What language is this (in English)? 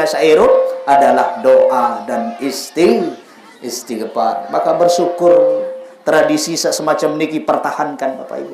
Sasak